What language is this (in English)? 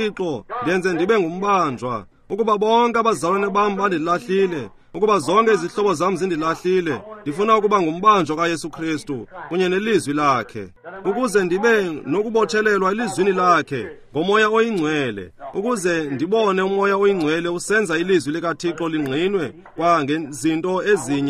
Xhosa